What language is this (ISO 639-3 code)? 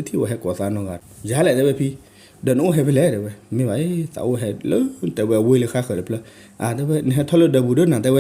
ksw